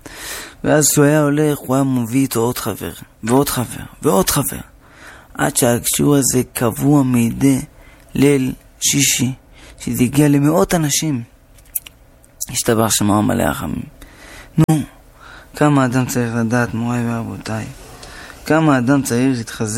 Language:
Hebrew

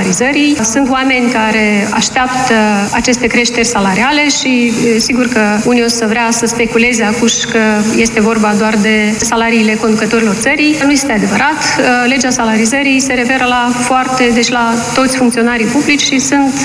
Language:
Romanian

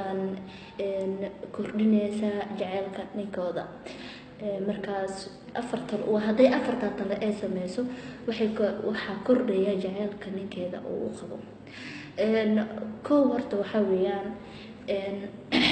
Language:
Somali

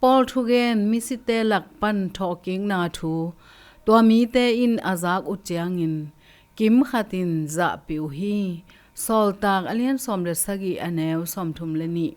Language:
Tedim Chin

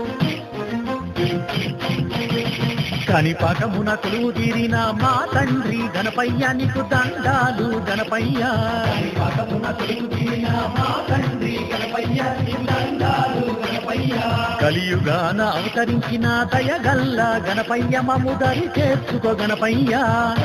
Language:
Telugu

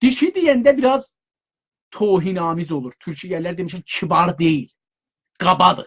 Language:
South Azerbaijani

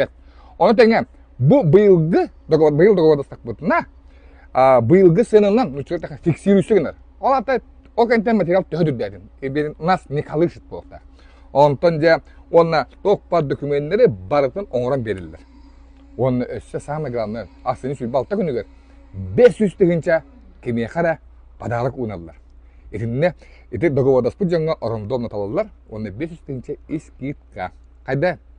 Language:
Yakut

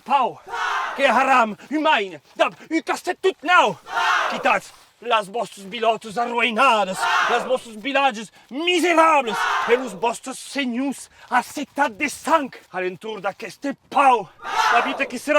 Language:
Occitan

